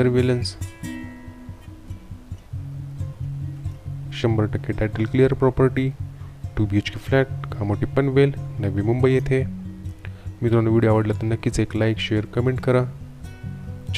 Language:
Marathi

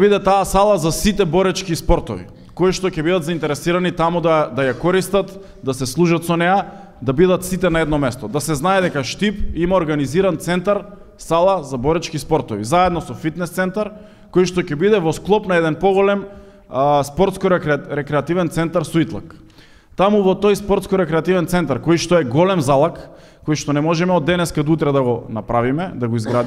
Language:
Macedonian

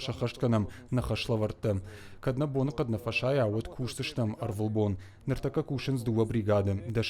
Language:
Ossetic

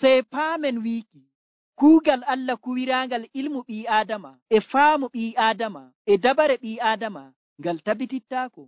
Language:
Nigerian Fulfulde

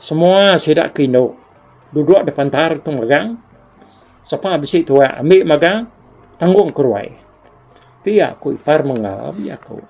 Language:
Iban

